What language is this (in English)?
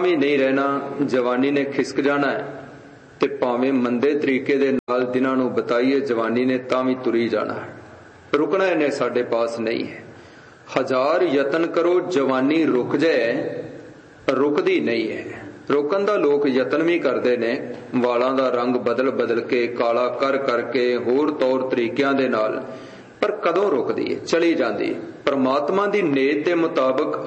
Punjabi